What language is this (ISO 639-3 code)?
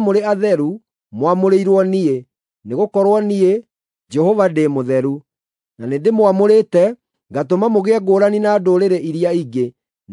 kik